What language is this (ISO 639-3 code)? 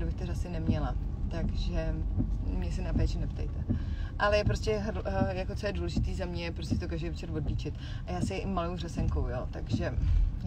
ces